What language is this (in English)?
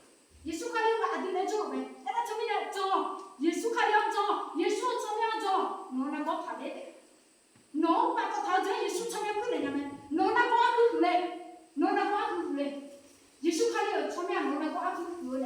Akha